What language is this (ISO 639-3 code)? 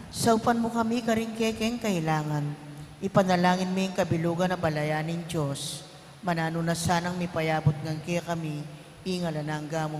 pam